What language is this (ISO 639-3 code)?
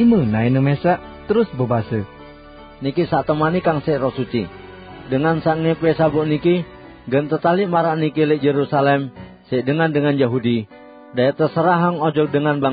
sas